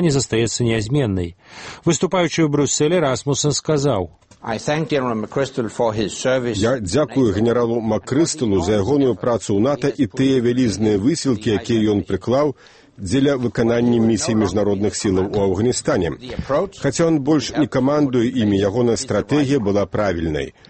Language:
Belarusian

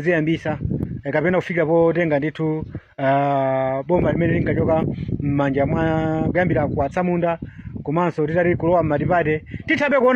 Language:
Nyanja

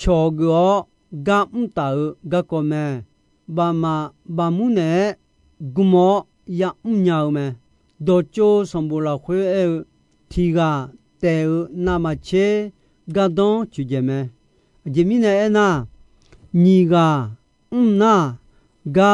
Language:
Akha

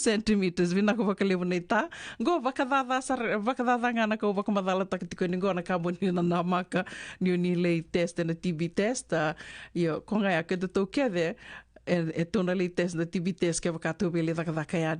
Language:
Fijian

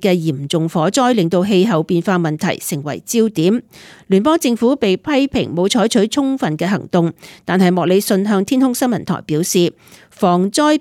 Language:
Cantonese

